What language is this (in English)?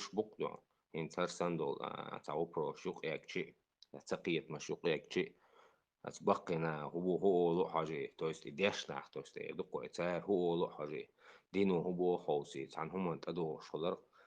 Chechen